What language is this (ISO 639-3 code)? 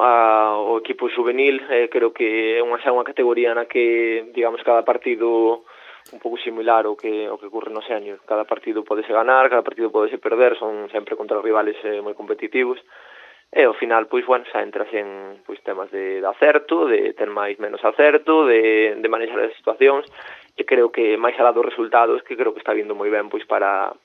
glg